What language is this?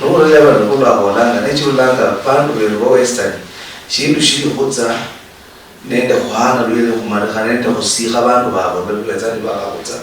Luyia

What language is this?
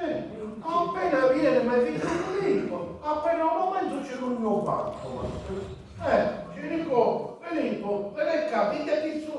Sicilian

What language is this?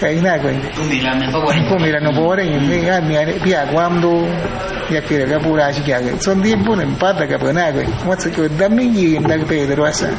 Awa-Cuaiquer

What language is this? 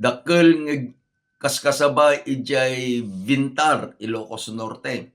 Iloko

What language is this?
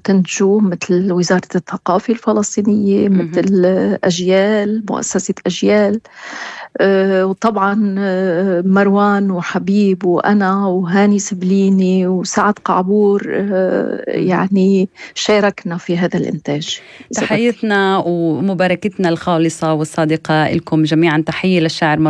North Levantine Arabic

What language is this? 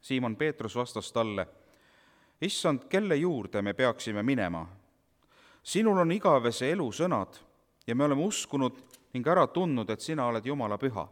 Estonian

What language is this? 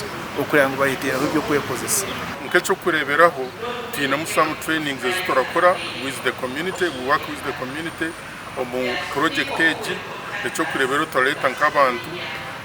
Nyankole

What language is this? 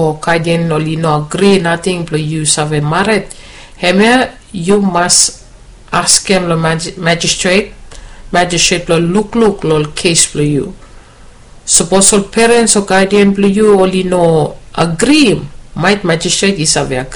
Bislama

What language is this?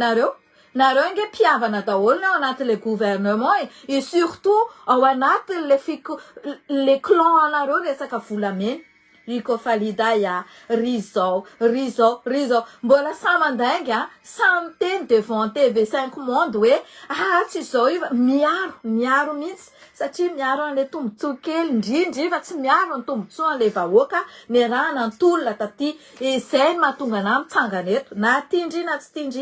Malagasy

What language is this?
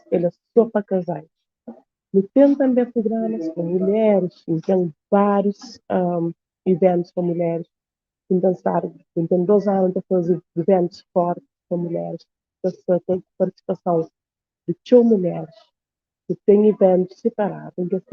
Kabuverdianu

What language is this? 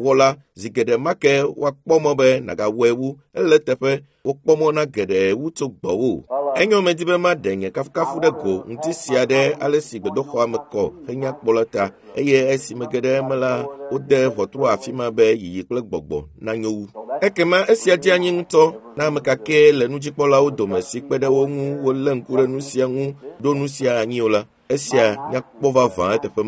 Ewe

